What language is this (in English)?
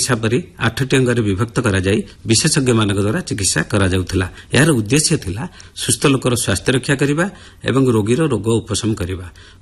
Odia